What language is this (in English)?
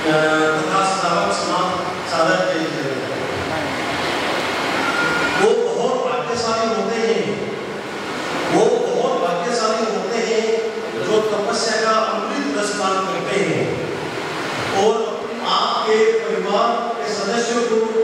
Hindi